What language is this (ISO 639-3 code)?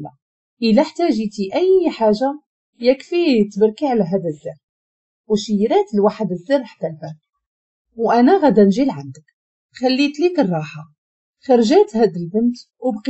ary